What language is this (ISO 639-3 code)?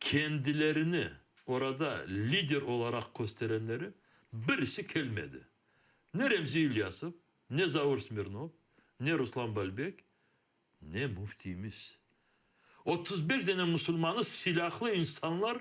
crh